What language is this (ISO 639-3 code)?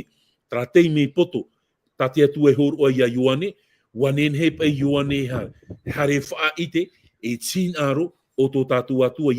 tah